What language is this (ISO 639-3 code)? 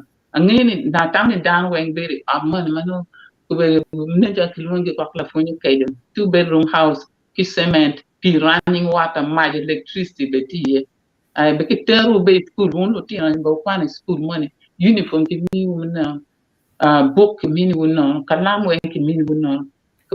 ach